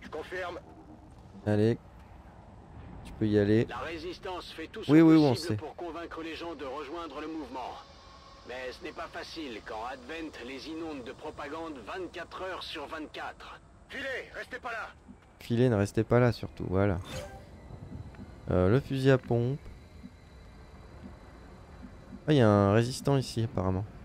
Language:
French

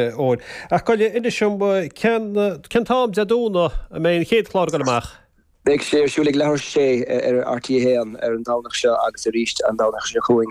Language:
Irish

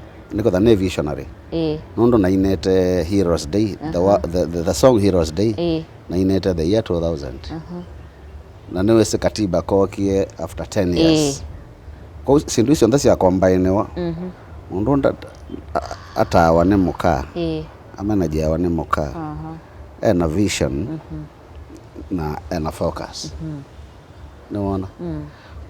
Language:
Kamba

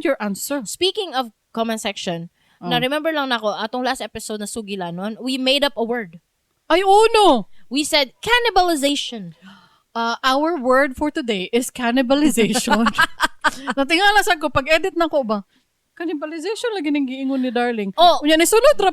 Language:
Cebuano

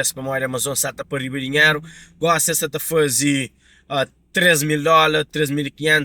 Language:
Kabuverdianu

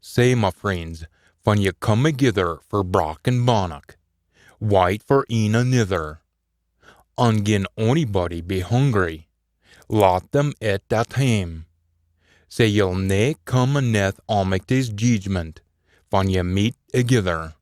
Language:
Scots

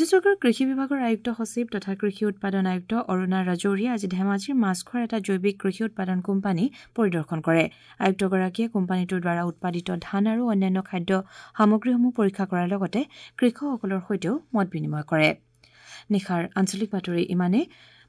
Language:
Assamese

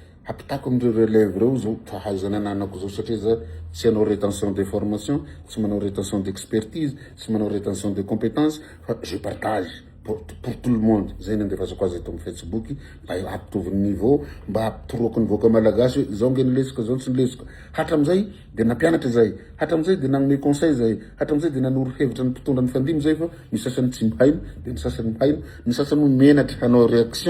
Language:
Malagasy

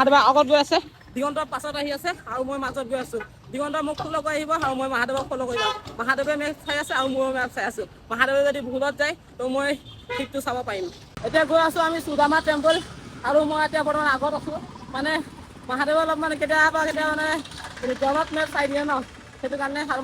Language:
Assamese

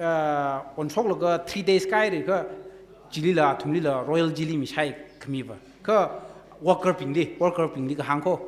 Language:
Tangkhul Naga (India)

